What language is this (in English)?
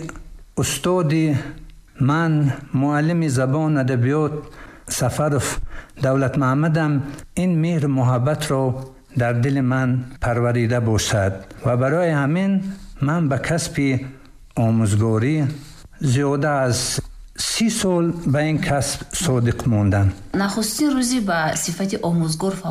Tajik